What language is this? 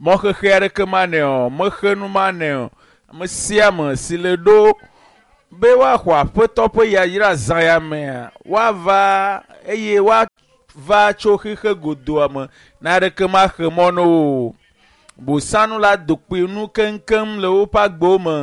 Ewe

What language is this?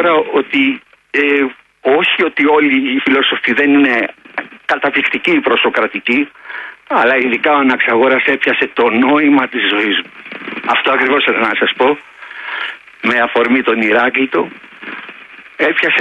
Greek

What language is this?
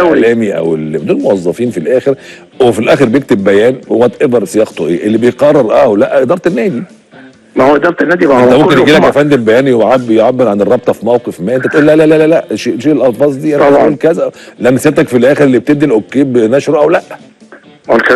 Egyptian Arabic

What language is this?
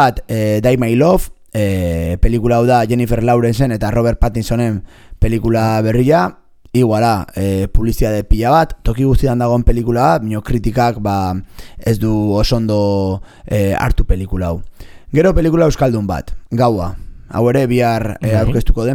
Basque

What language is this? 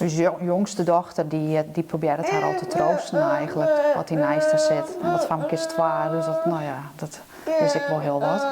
Western Frisian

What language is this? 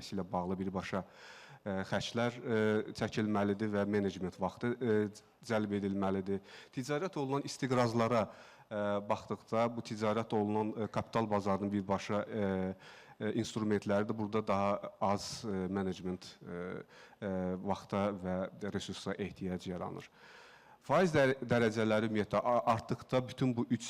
Azerbaijani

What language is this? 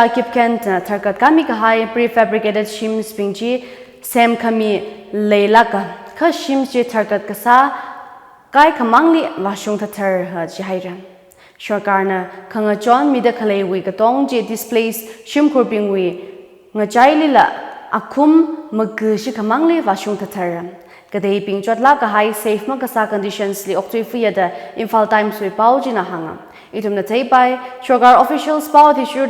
Tangkhul Naga (India)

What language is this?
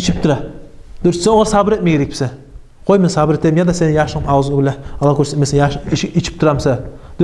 Kumyk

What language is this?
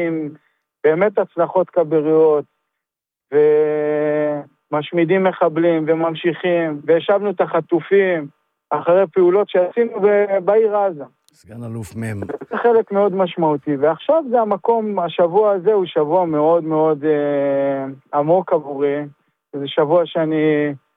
Hebrew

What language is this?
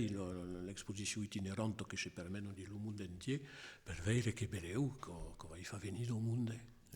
Occitan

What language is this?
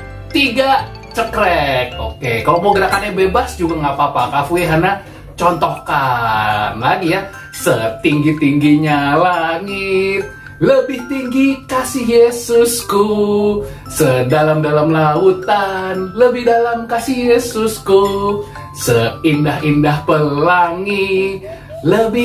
Indonesian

